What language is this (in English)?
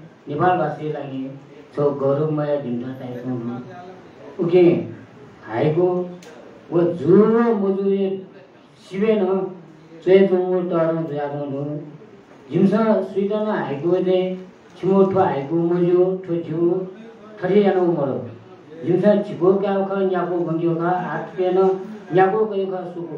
Newari